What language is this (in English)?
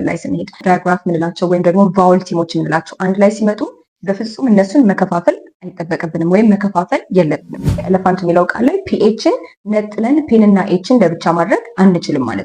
Amharic